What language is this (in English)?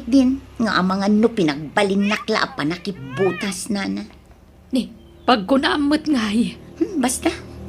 Iloko